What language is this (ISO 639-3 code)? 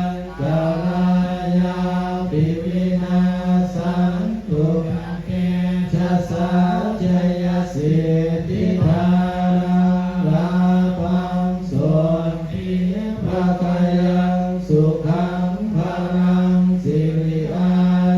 pli